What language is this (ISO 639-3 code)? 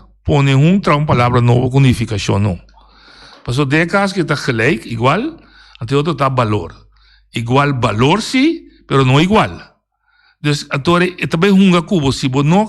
pap